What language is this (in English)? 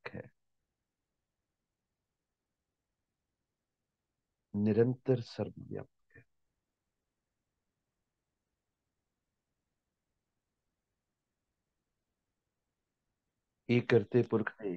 Punjabi